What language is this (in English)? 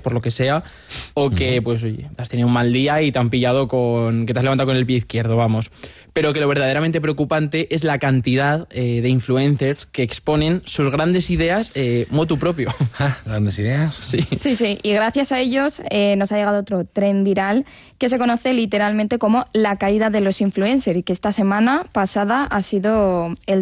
Spanish